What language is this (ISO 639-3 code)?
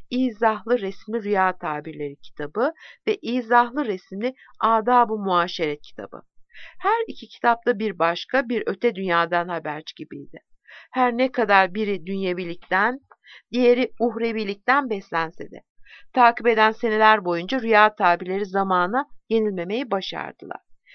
tur